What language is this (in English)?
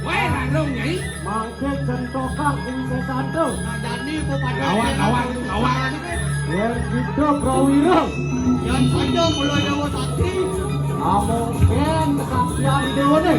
Balinese